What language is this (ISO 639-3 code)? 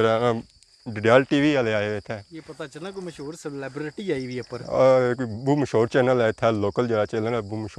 phr